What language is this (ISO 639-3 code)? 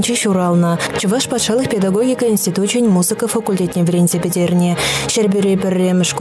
chv